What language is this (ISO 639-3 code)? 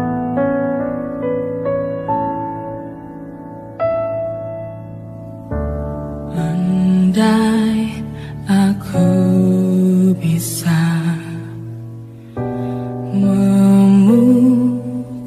ind